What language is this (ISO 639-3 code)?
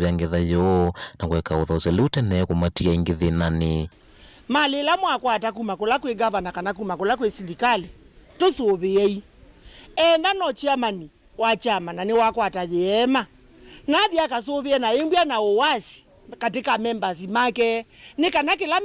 kam